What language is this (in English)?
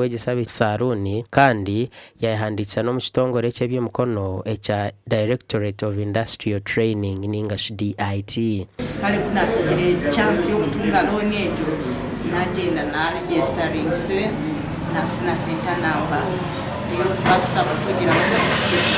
Nyankole